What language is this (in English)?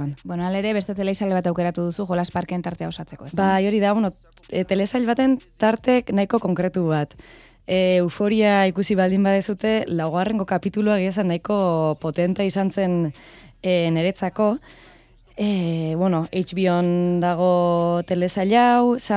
Basque